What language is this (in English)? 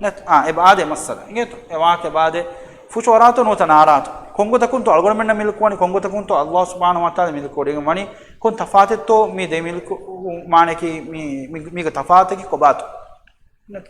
Divehi